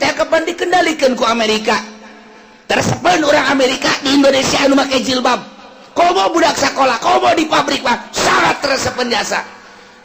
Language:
Sundanese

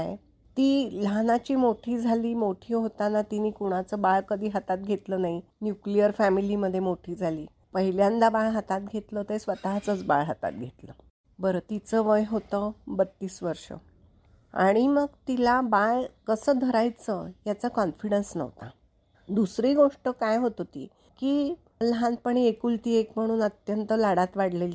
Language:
Marathi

